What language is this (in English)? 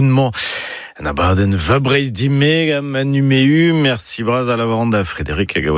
Breton